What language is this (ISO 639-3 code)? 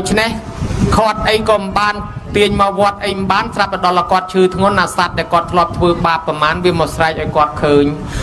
khm